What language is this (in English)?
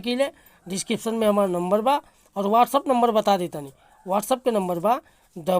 Bhojpuri